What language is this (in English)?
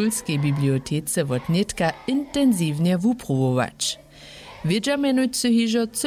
Upper Sorbian